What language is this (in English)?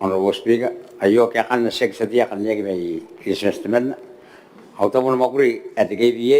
Gilbertese